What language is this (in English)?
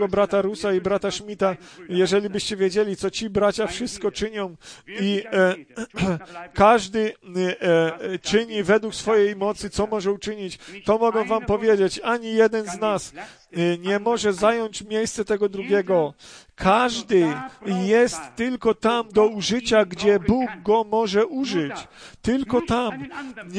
Polish